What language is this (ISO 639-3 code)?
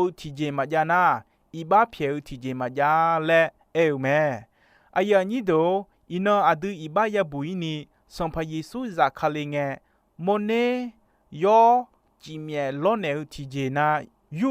ahk